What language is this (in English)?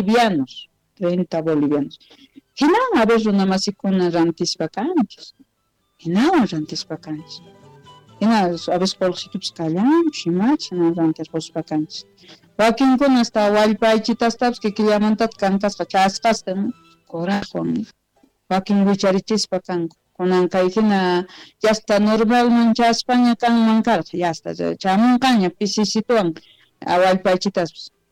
South Bolivian Quechua